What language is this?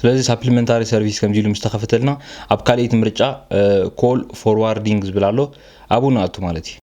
Tigrinya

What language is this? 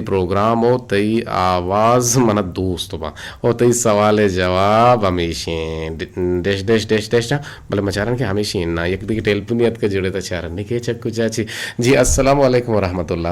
Eastern Balochi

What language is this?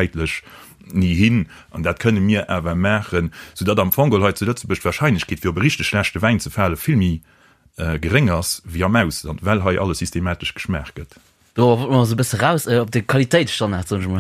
Luxembourgish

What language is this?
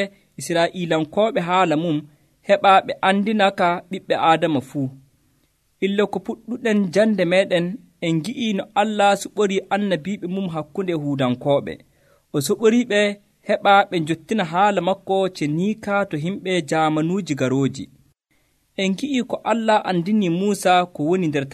Nigerian Fulfulde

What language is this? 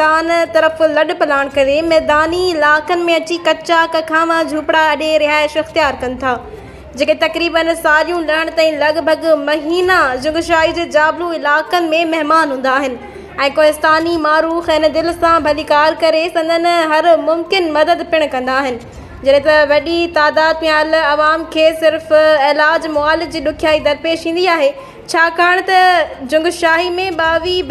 Sindhi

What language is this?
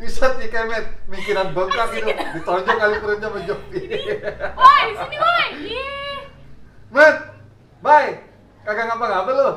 Betawi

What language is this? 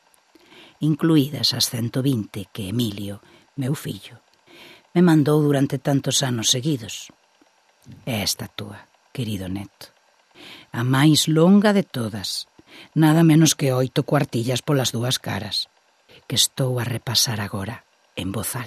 Galician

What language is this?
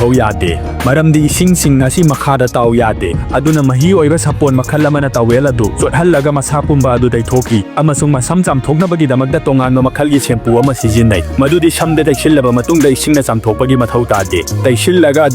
Manipuri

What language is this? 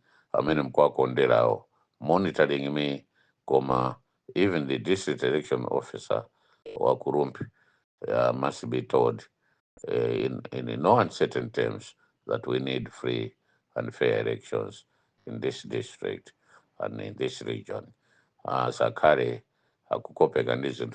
Nyanja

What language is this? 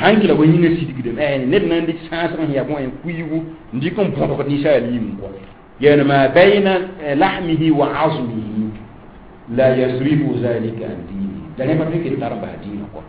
Mossi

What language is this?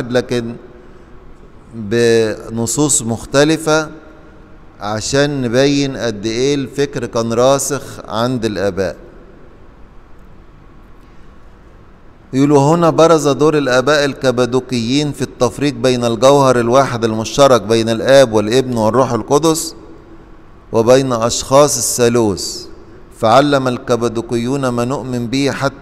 Egyptian Arabic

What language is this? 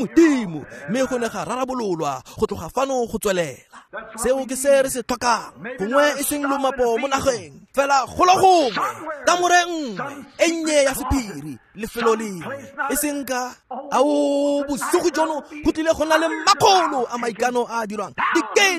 Tswana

